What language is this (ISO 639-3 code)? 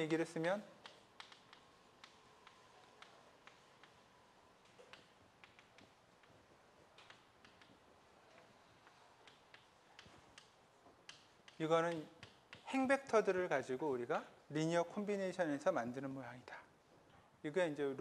kor